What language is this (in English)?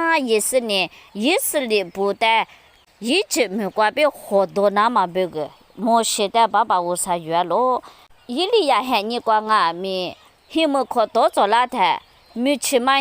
Lisu